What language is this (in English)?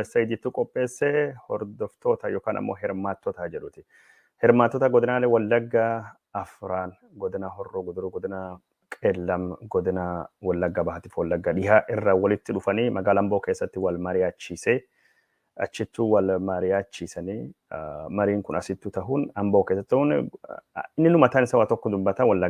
Oromo